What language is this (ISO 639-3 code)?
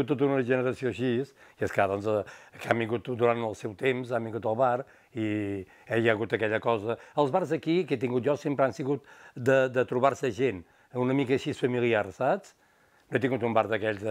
cat